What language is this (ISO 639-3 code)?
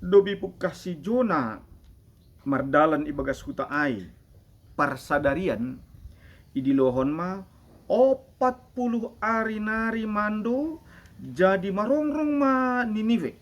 bts